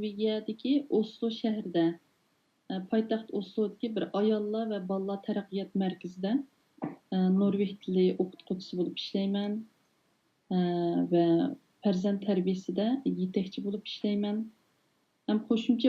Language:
Uyghur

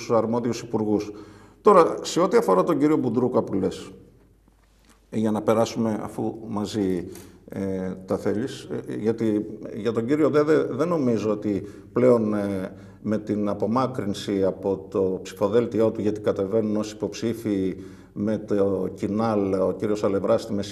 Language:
Greek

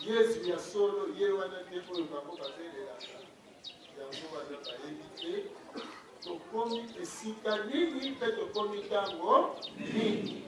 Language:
Lingala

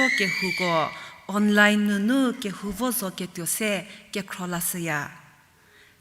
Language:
Angami Naga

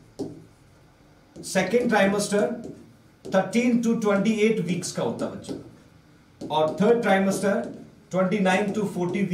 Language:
Hindi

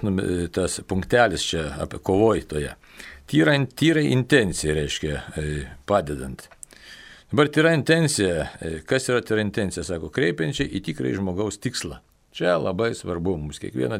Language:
Lithuanian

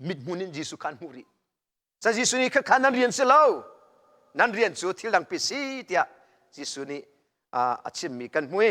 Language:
Hakha Chin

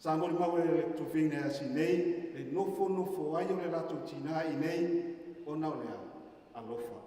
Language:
Samoan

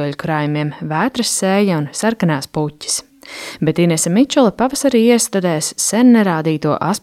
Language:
Latvian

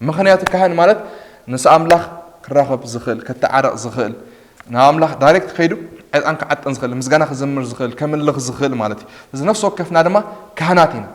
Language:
Tigrinya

